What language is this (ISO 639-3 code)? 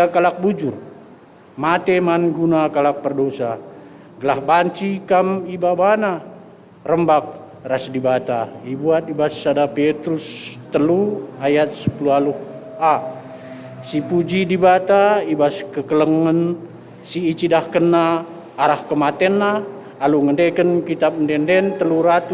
btx